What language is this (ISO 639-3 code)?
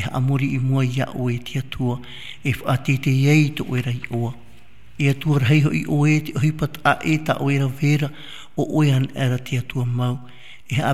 tah